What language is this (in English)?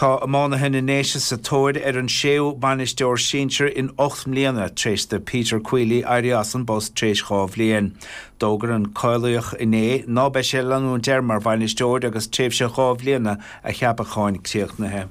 Irish